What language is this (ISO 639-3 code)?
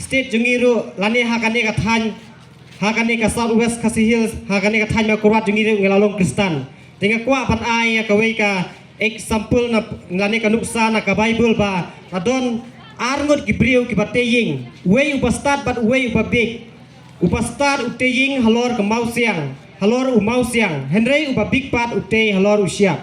kha